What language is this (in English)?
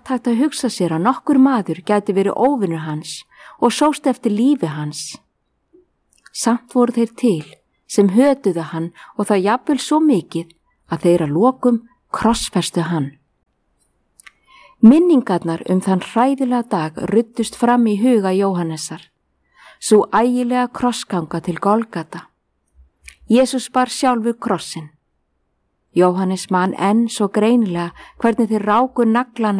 Icelandic